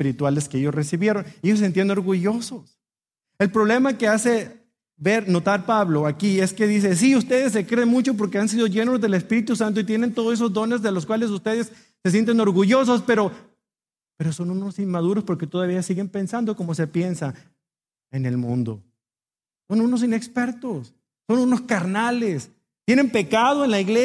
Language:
Spanish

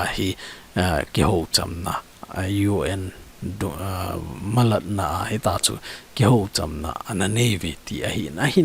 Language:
Thado Chin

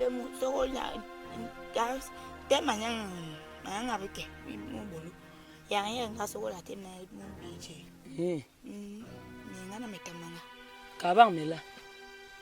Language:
Basaa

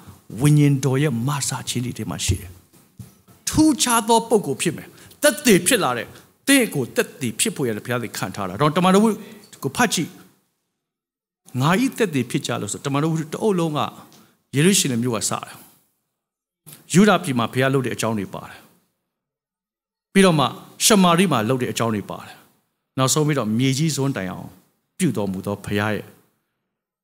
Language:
Burmese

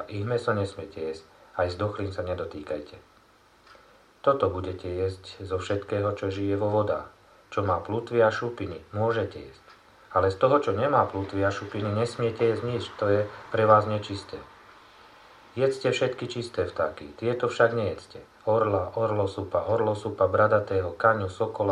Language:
Slovak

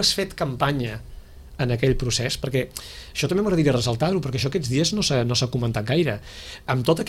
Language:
Catalan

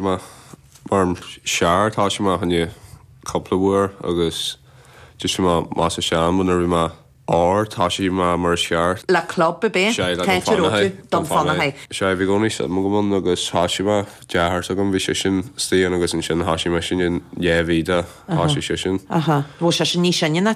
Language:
Irish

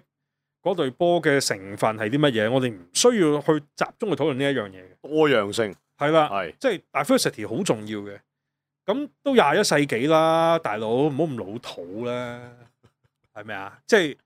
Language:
Cantonese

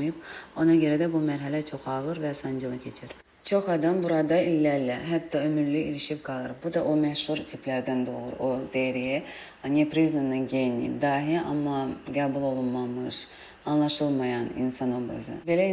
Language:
Azerbaijani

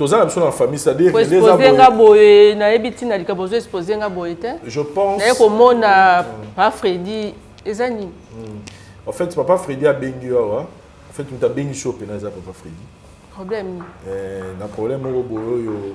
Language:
Lingala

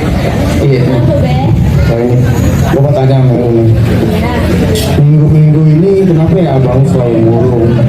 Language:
Betawi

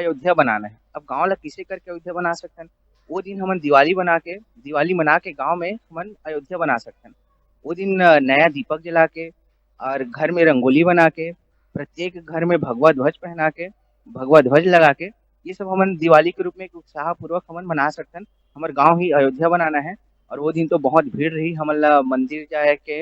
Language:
Chhattisgarhi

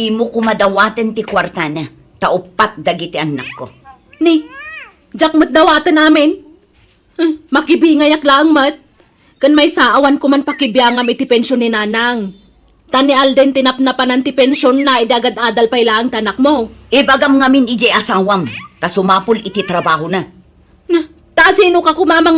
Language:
Iloko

